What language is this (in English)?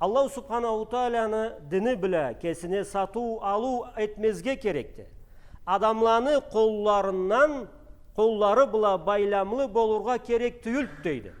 Karachay-Balkar